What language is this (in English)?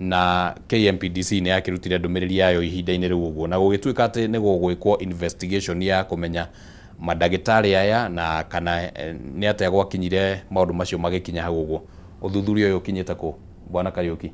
Kikuyu